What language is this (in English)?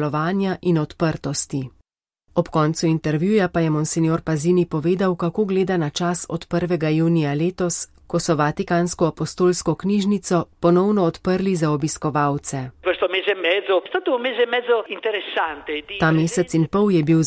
Slovenian